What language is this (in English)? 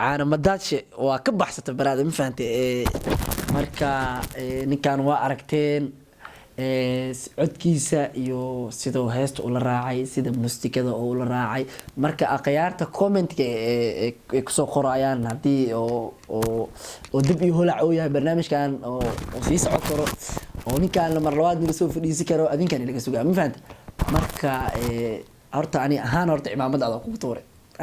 Somali